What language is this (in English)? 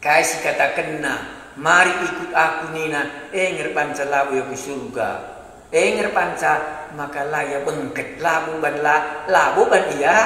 Batak Karo